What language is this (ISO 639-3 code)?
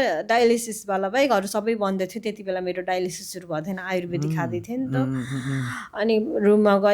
nep